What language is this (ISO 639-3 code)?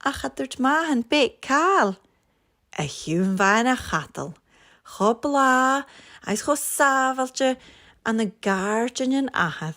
gla